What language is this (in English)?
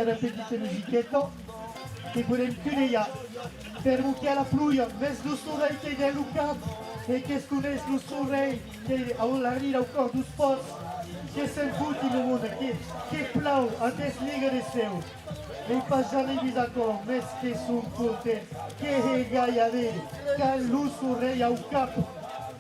Occitan